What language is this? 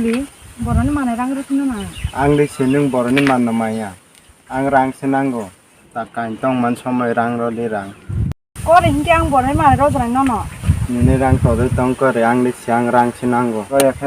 Kok Borok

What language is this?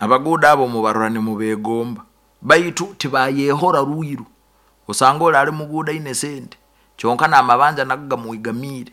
Nyoro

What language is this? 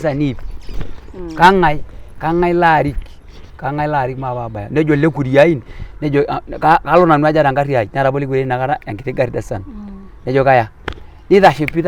Masai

